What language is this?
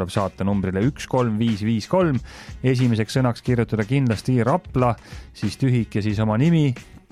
Estonian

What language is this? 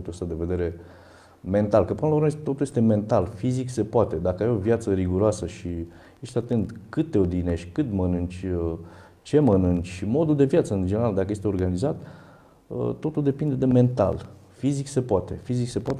Romanian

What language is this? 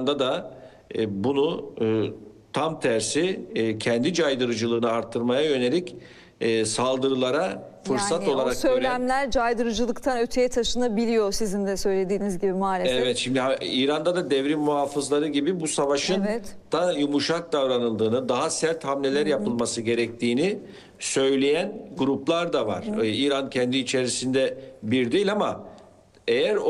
Turkish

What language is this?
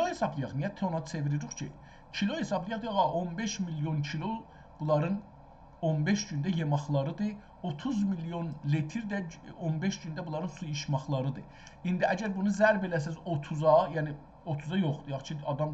South Azerbaijani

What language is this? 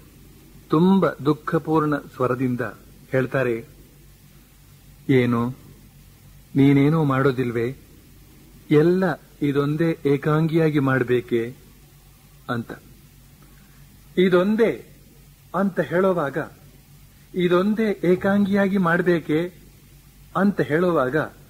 Kannada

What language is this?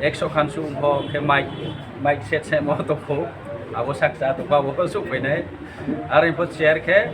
Kok Borok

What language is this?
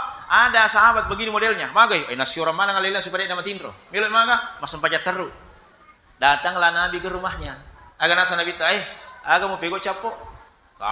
Buginese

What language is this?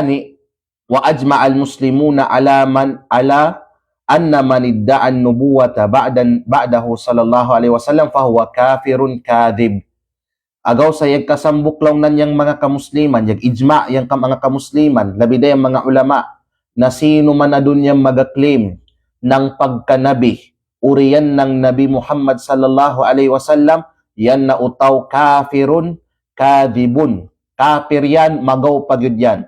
Kalagan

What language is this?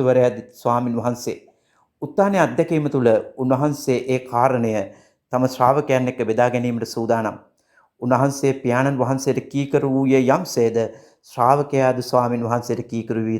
Sinhala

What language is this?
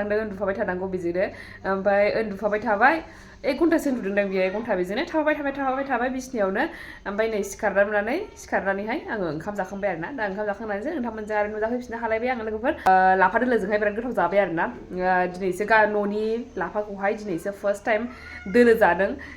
Bodo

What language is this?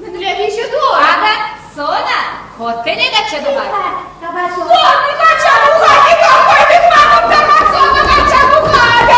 Chuvash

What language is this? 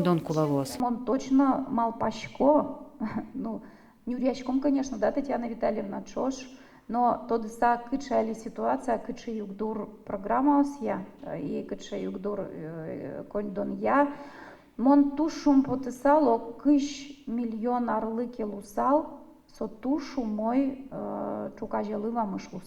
Udmurt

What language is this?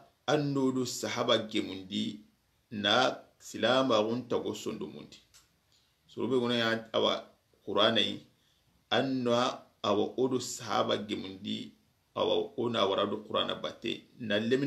Soninke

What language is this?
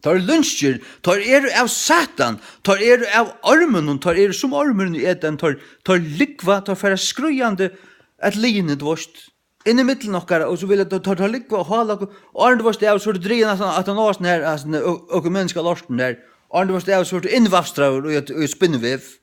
Faroese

